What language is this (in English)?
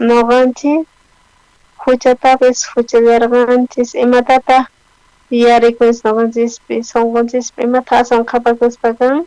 South Bolivian Quechua